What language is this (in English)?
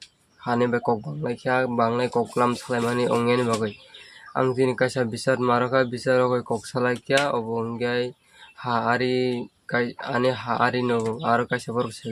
Kok Borok